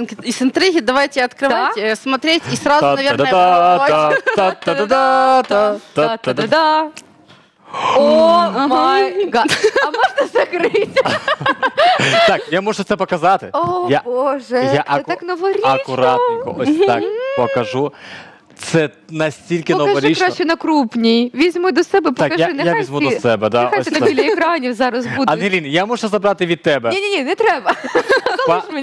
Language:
Ukrainian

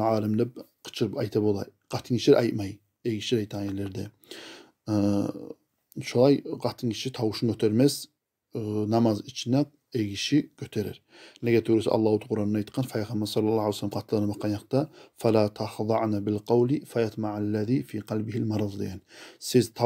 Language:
Kumyk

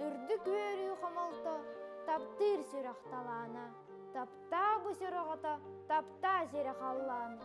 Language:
Yakut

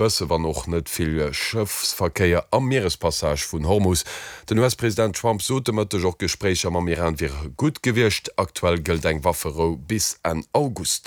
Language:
Luxembourgish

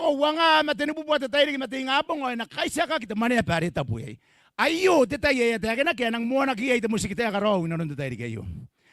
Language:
Gilbertese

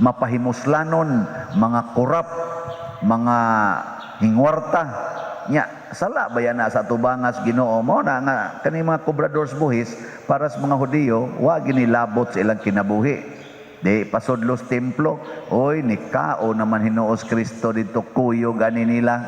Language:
Cebuano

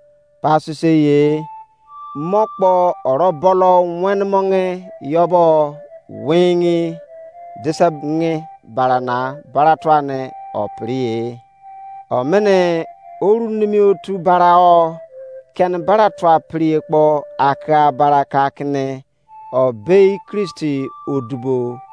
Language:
Izon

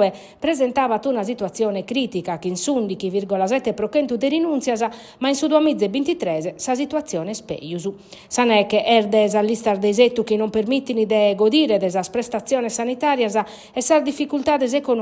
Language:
Sardinian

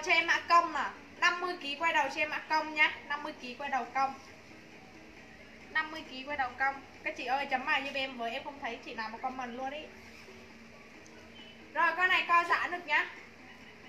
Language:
Vietnamese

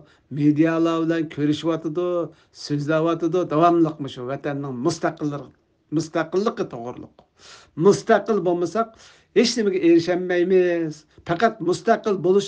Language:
Uyghur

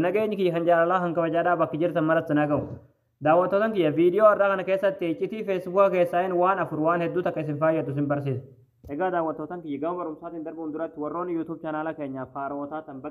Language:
Oromo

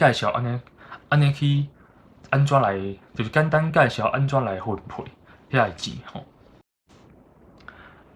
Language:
Min Nan Chinese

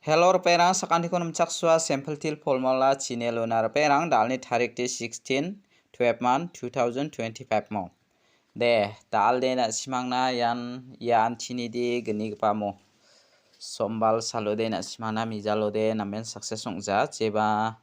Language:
Garo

